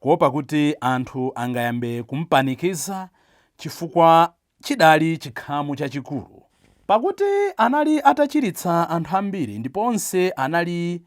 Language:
Nyanja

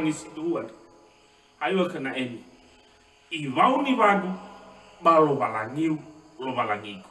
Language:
Nias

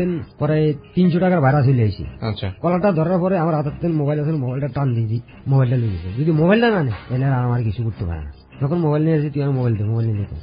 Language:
Bangla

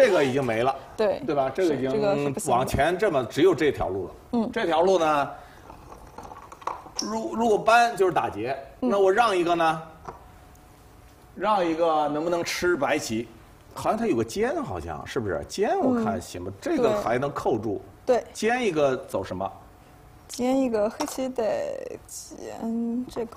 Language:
Chinese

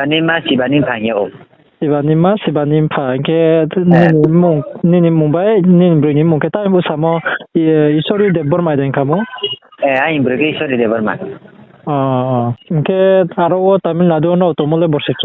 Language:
Riang (India)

